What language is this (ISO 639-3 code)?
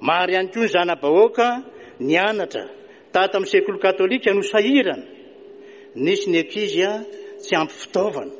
mlg